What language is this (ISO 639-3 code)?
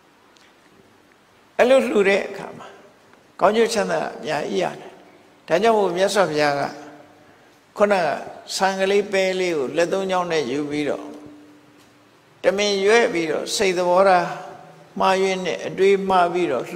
mya